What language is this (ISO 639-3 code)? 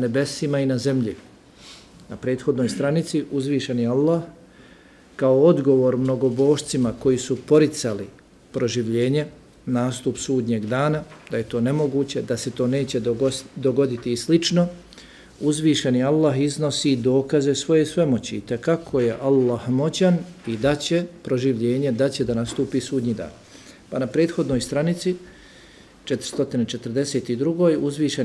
bos